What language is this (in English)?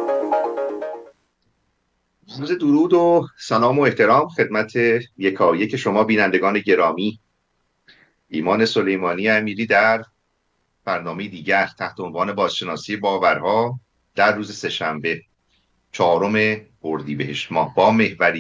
Persian